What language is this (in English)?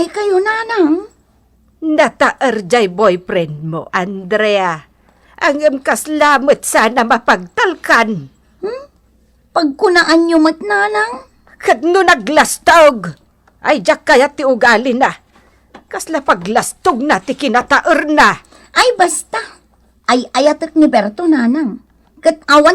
Iloko